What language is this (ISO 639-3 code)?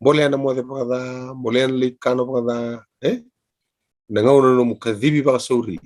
fij